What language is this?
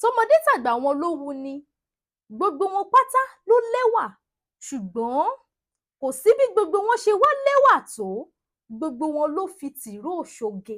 Yoruba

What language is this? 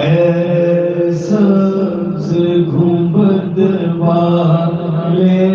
Saraiki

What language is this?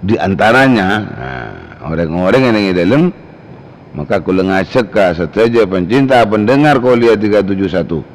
Madurese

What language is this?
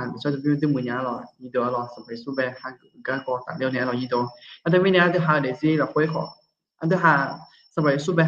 Akha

